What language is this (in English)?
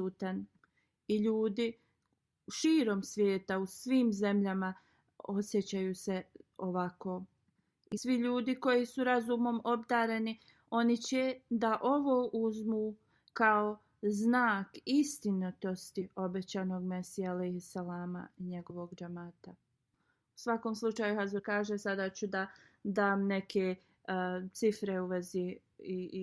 Bosnian